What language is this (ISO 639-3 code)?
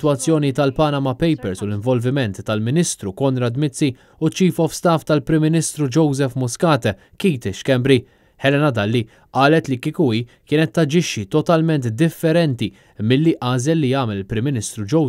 mlt